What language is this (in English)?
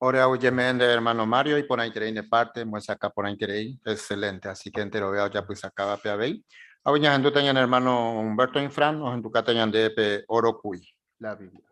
Guarani